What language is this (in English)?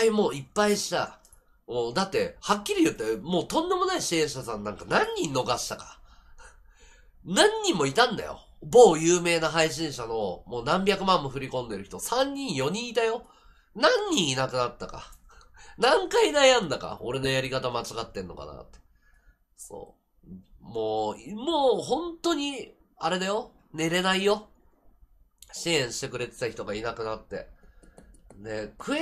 Japanese